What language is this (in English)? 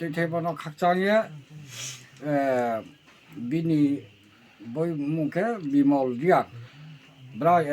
Kok Borok